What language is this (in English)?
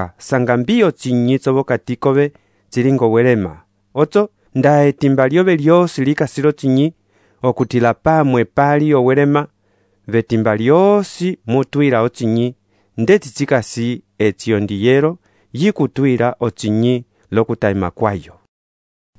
Umbundu